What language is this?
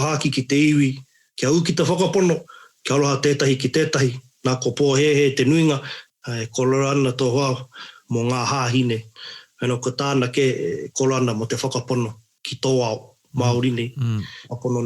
Māori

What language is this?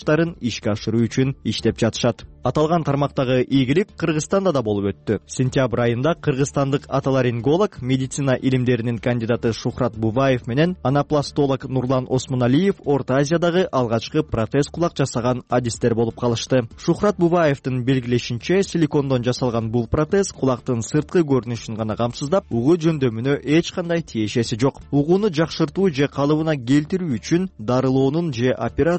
Kyrgyz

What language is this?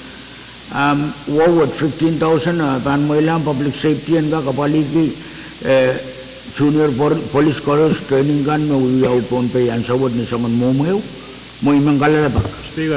Pohnpeian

